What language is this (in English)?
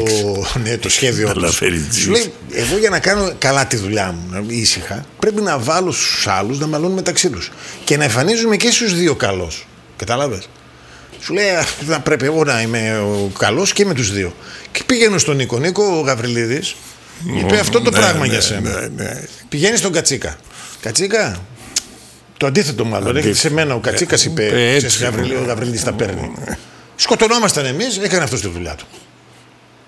Greek